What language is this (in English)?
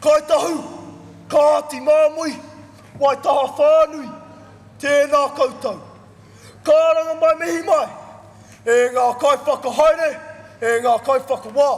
Māori